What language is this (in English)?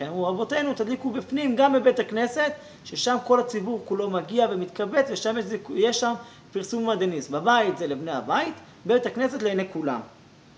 Hebrew